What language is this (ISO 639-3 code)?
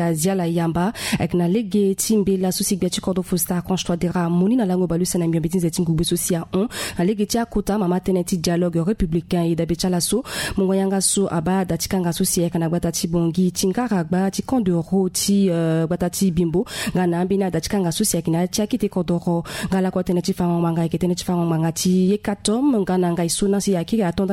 sag